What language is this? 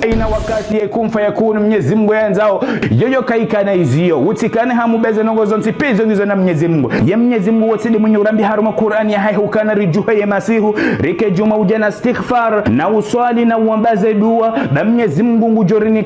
Ngazidja Comorian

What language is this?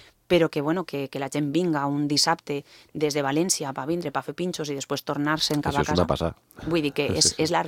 Catalan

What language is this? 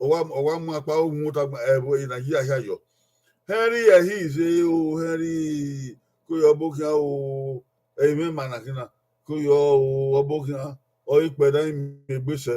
Bini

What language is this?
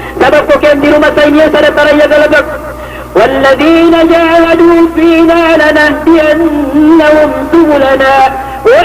Maranao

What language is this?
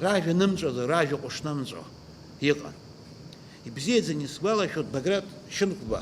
Abkhazian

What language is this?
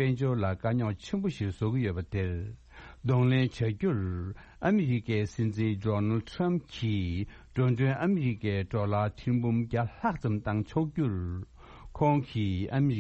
Tibetan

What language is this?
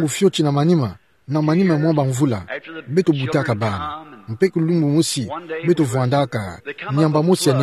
Kituba (Democratic Republic of Congo)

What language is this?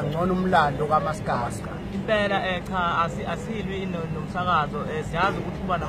Zulu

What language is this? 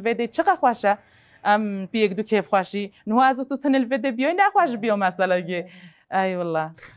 Kurdish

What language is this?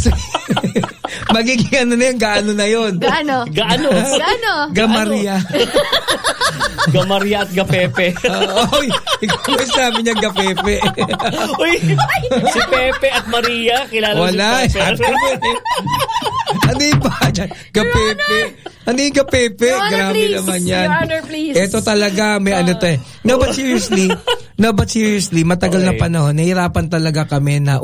Filipino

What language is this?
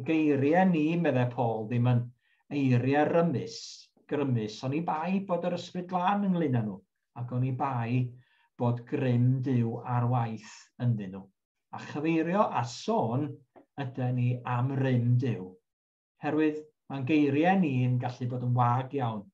Welsh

